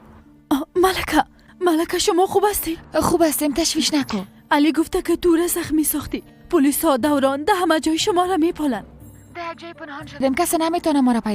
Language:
Persian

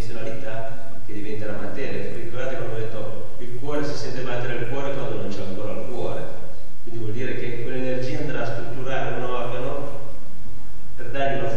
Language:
Italian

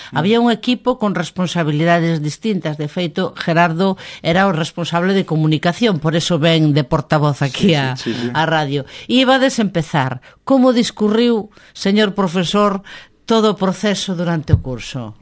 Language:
Galician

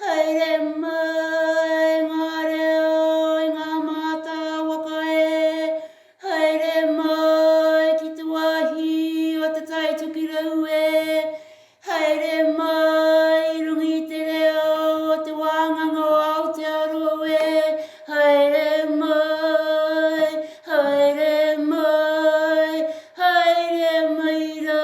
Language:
Māori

